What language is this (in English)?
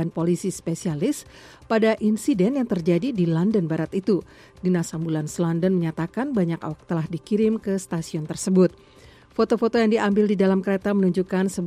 Indonesian